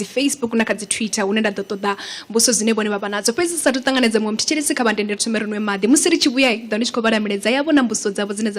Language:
Venda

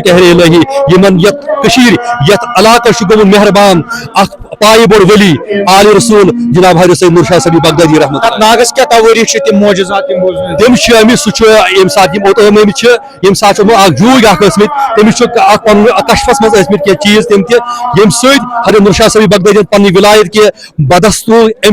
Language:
Kashmiri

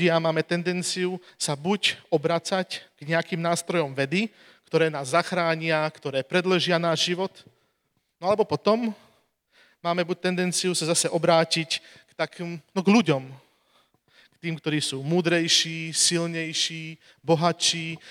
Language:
Slovak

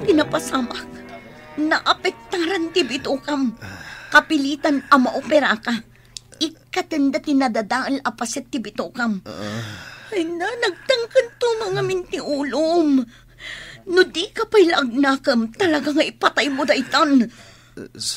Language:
Iloko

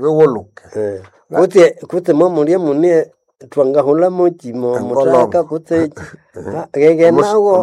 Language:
Nande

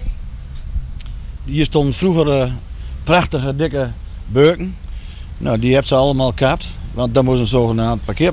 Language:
Dutch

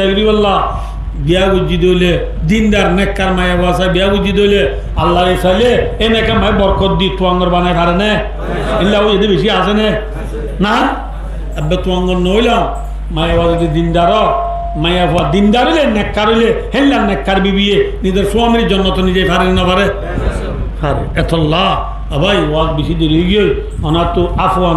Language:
Rohingya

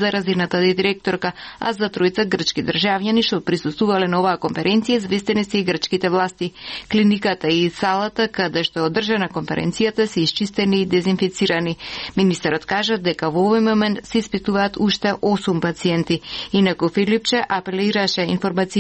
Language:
Macedonian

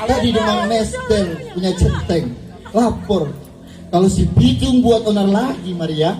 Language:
Betawi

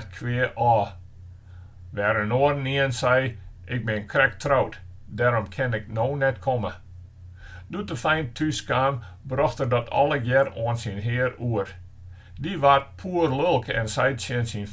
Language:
Western Frisian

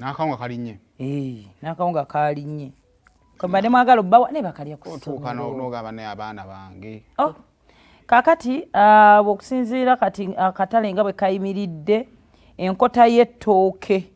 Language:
Ganda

